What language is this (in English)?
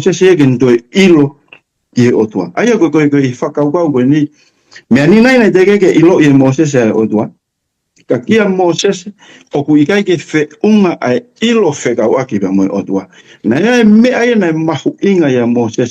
Tongan